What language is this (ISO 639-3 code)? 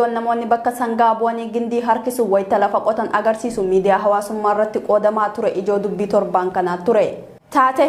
orm